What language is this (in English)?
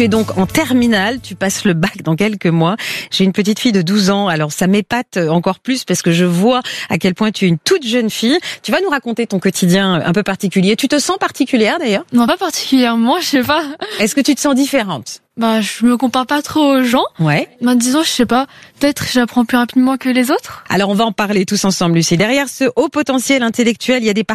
French